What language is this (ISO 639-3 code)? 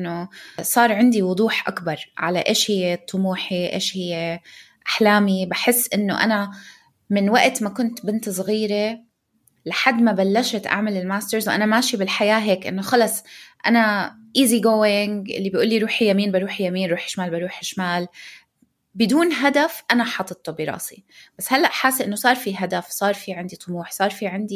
apc